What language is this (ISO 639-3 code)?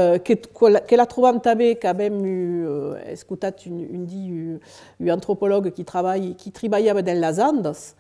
oci